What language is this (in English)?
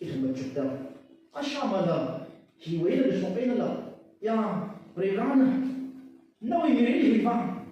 Tangkhul Naga (India)